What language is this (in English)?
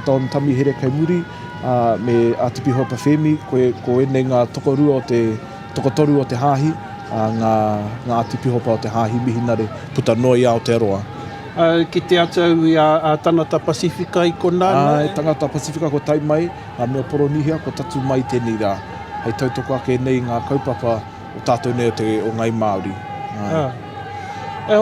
Māori